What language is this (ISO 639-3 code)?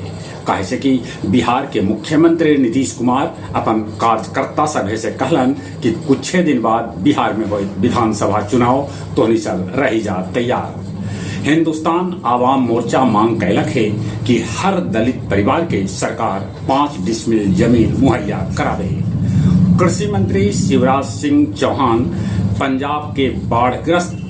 mag